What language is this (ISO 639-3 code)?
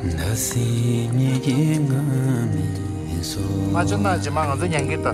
bod